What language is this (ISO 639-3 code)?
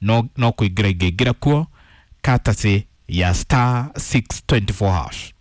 kik